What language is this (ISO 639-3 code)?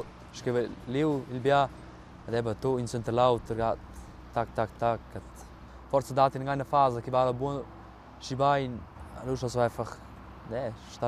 roh